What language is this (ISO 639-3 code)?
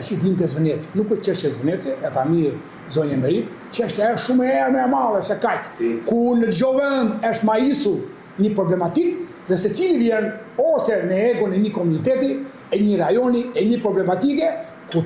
sqi